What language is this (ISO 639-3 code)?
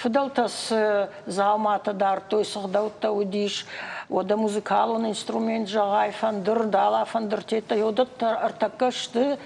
oss